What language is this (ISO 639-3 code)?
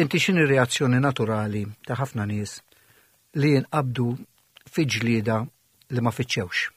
mlt